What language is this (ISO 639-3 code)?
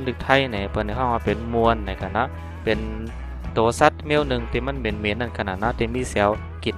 shn